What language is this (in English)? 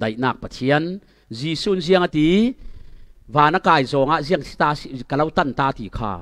Falam Chin